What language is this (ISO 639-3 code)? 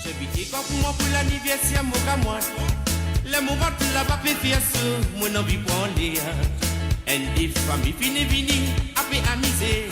mfe